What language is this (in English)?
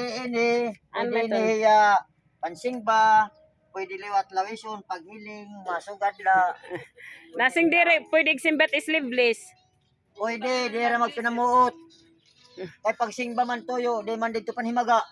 Waray